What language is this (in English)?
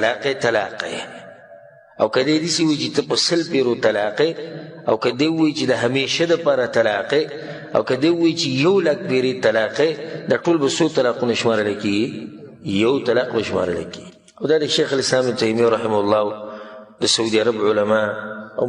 Pashto